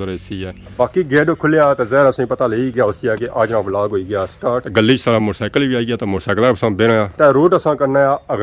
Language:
Pahari-Potwari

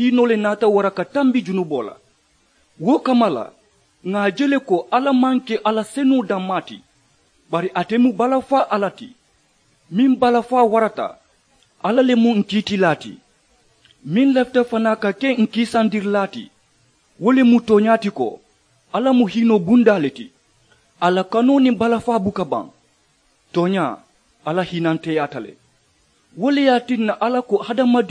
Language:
Mandingo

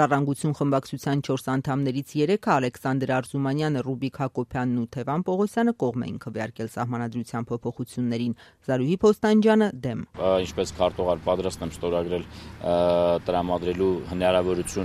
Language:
Armenian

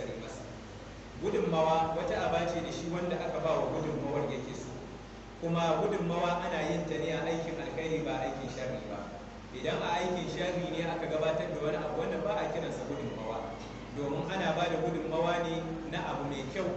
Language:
Hausa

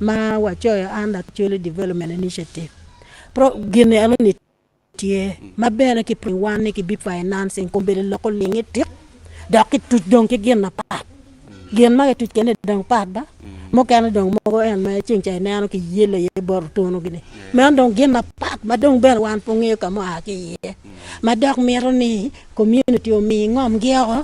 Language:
Acoli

